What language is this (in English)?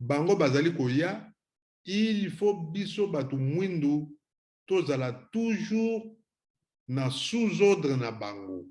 Lingala